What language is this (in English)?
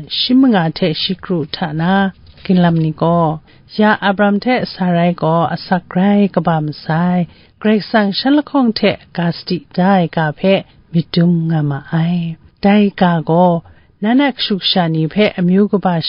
Kachin